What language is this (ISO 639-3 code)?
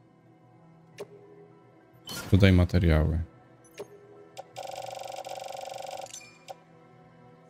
pol